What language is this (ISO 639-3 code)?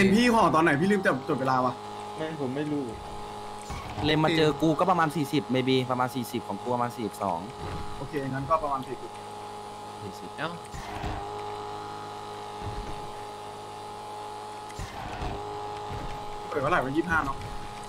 tha